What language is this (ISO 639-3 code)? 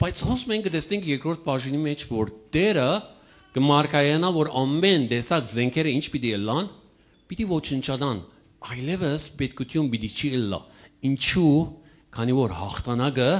hyw